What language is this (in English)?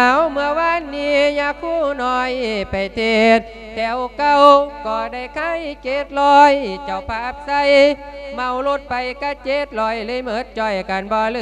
Lao